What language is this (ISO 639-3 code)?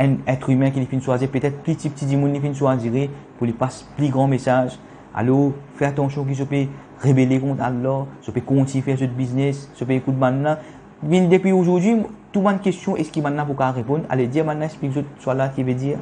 mfe